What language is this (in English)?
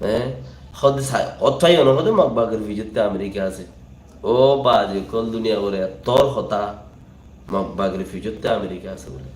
Rohingya